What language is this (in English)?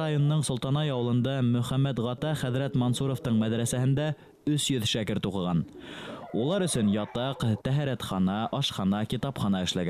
Bashkir